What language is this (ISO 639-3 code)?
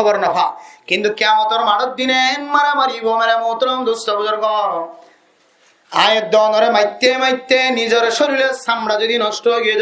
rhg